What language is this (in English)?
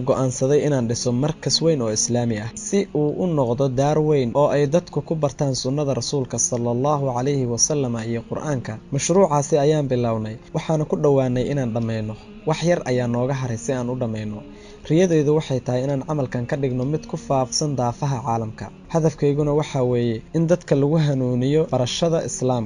Somali